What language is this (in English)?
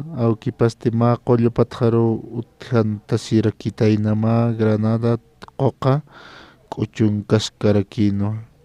Aymara